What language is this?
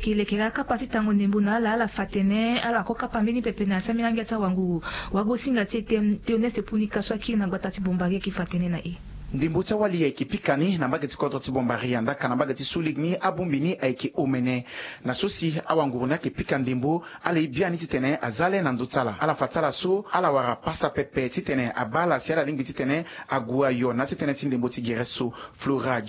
Sango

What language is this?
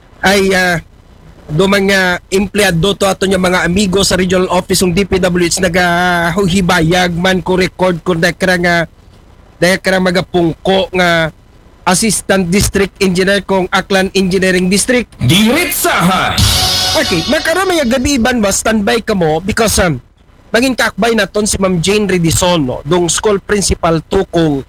Aklanon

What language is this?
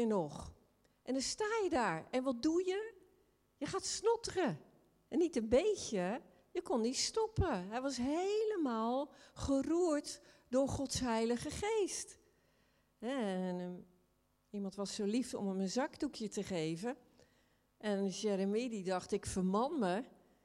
Dutch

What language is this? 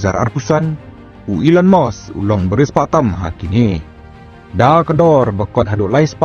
Khasi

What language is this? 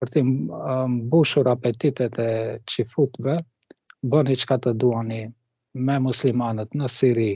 Albanian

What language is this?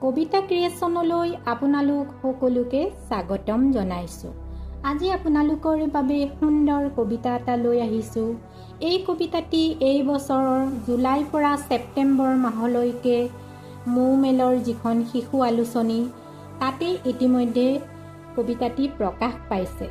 Assamese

